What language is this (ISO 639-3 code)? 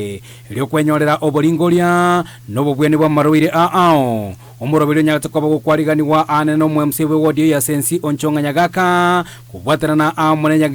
guz